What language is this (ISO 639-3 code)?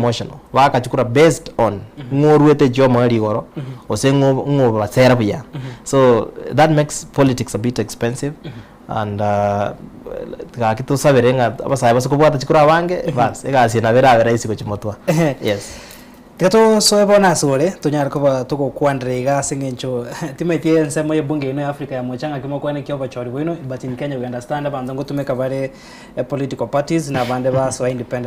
guz